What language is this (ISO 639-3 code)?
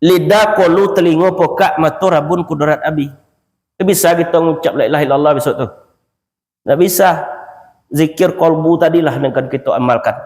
min